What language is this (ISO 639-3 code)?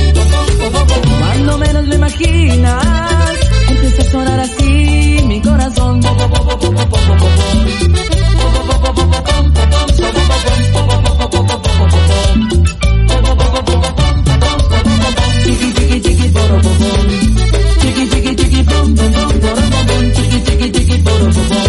spa